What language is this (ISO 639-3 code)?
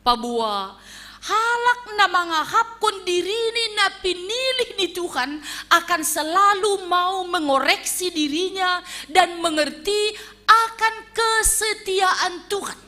bts